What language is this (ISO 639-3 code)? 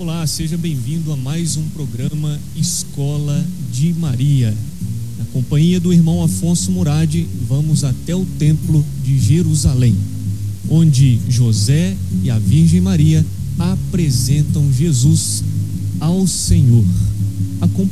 por